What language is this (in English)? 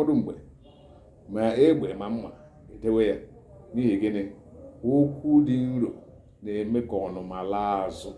Igbo